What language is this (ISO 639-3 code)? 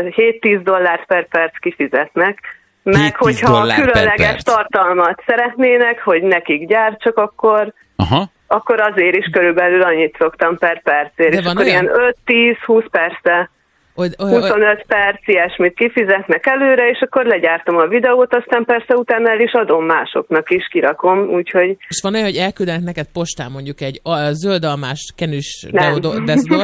hun